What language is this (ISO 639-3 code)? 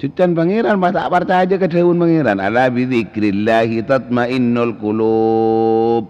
mad